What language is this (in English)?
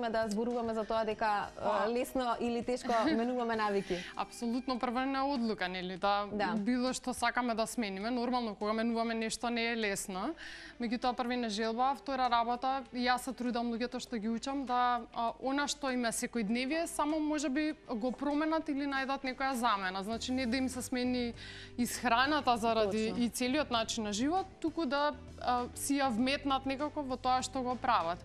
Macedonian